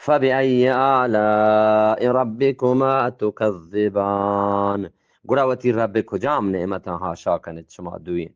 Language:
Eastern Balochi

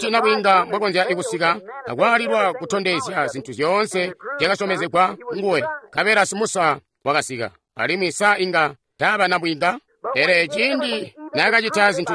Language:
Tonga (Zambia)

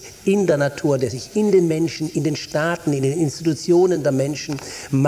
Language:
German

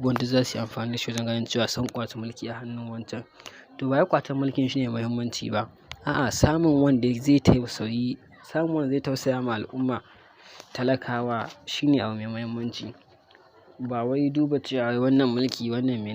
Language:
Hausa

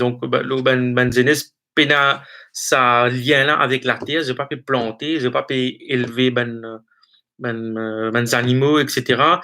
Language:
Morisyen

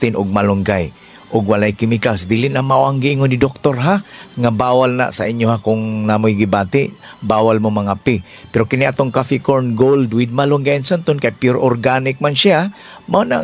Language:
Cebuano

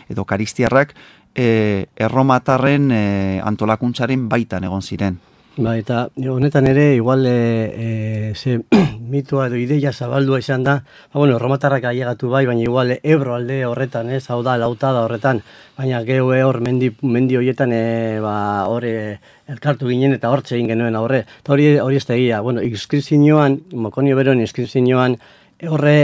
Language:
Basque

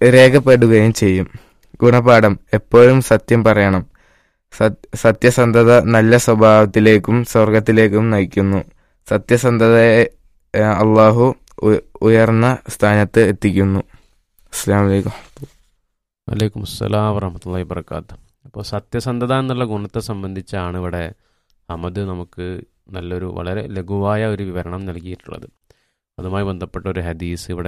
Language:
Malayalam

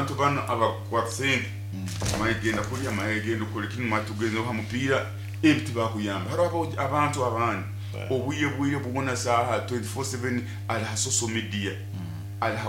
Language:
Nyoro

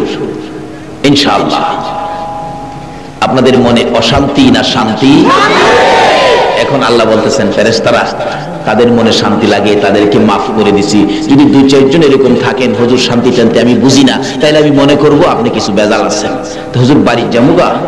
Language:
Bangla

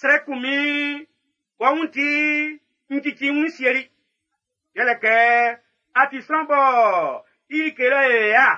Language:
Baoulé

